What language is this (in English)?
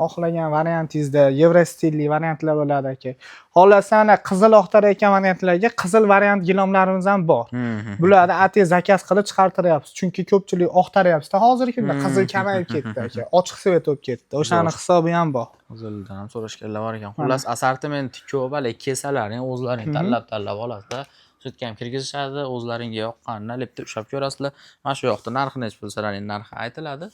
Uzbek